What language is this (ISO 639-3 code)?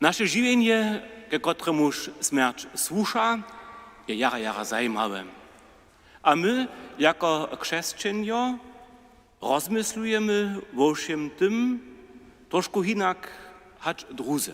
hsb